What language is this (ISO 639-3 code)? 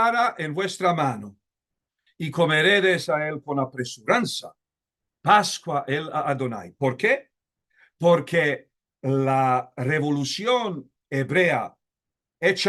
lad